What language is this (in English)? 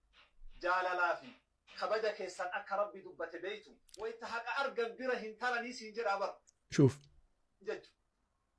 Oromo